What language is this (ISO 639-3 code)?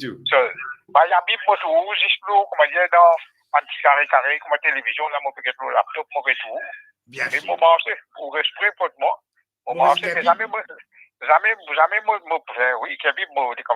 mfe